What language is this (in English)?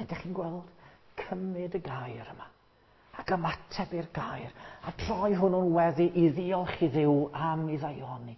Welsh